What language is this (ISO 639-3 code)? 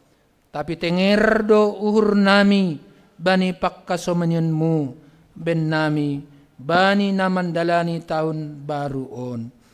bts